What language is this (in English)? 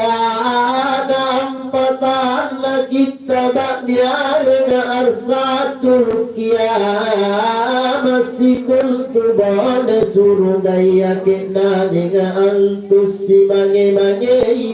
Makasar